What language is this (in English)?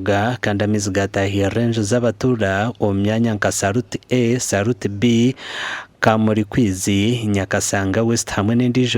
Nyankole